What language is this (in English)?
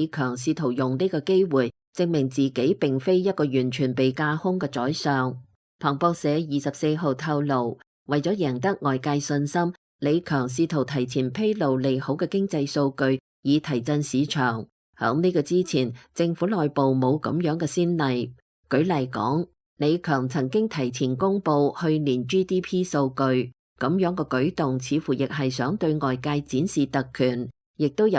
Cantonese